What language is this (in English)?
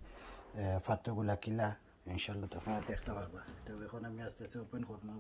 Sylheti